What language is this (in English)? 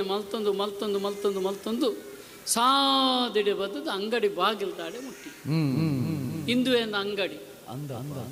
Tulu